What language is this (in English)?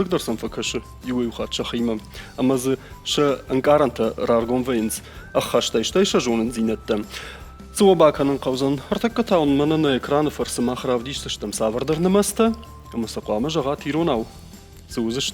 Ossetic